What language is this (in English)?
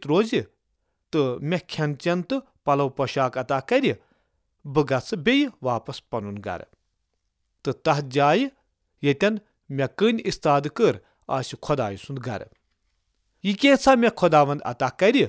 Kashmiri